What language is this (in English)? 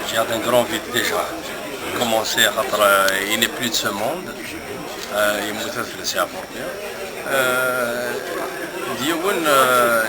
Kabyle